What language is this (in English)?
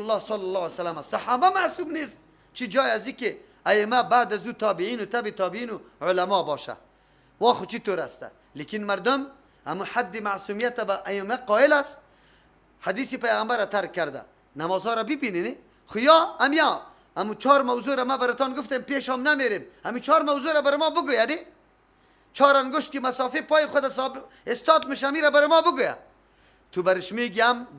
Persian